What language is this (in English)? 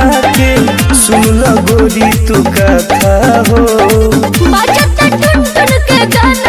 Bhojpuri